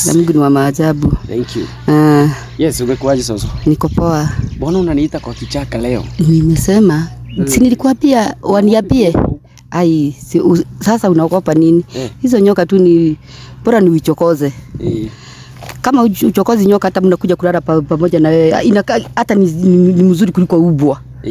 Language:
Swahili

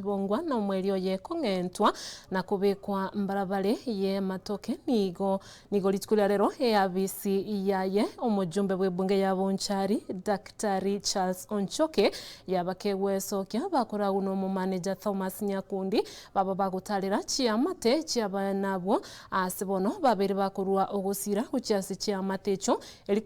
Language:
Gusii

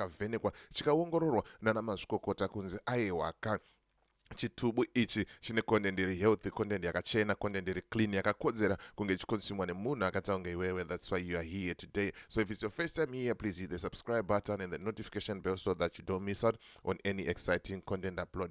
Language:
Shona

